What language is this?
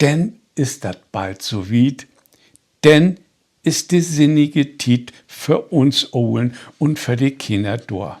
Low German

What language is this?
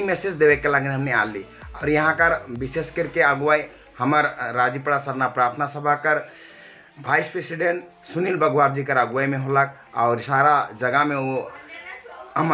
Sadri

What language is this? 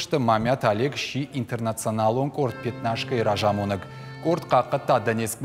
Ossetic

